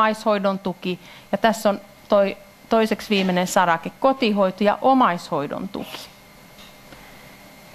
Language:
Finnish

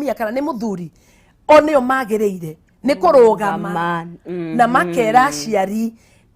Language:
Kikuyu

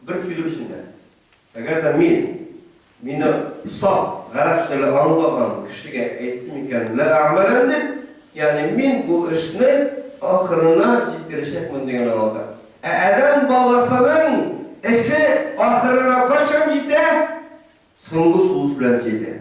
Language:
Tatar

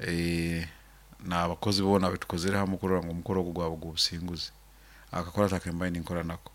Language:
Nyoro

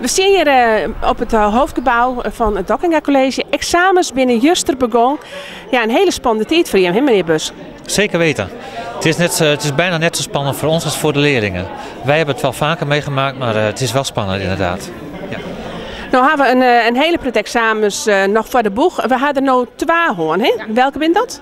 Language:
Western Frisian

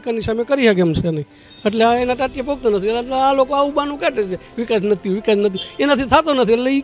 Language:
Gujarati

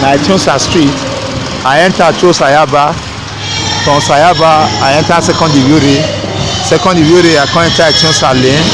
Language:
Nigerian Pidgin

